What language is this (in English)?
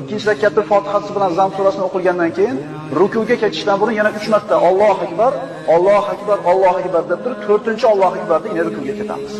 Uzbek